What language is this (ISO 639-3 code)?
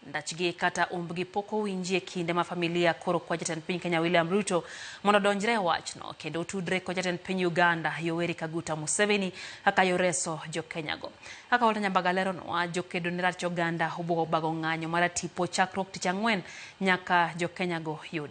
luo